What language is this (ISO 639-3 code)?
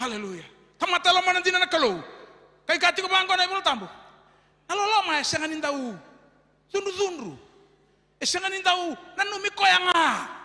fij